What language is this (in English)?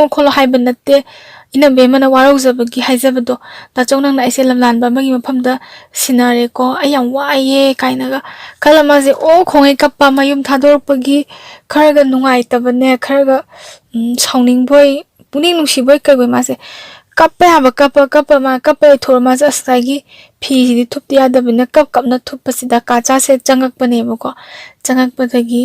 Manipuri